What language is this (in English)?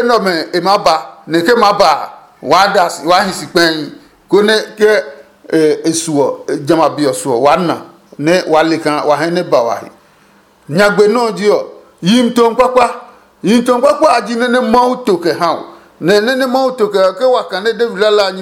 Adangme